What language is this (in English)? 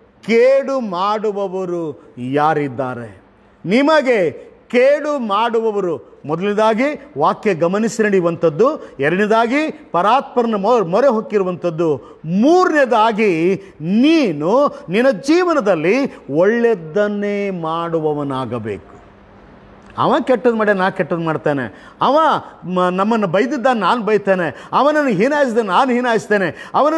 Kannada